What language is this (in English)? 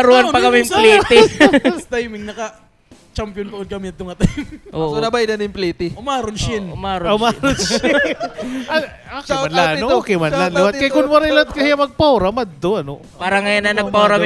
Waray